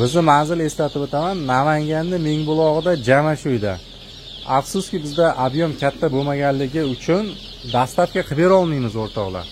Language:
Uzbek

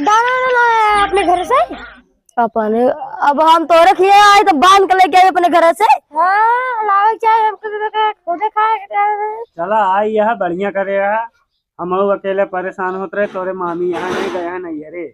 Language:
Awadhi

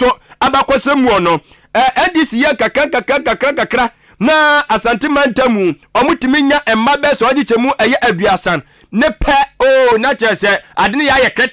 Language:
Akan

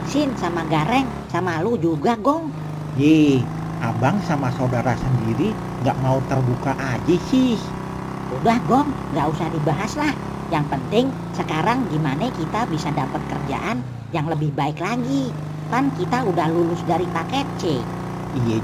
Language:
Betawi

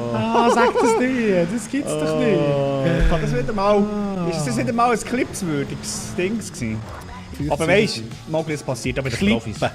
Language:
Swiss German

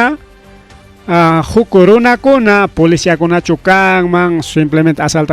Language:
Ayacucho Quechua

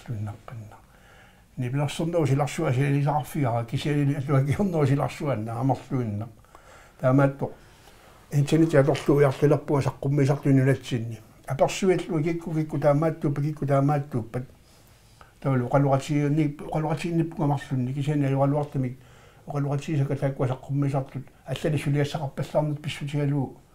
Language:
Kalaallisut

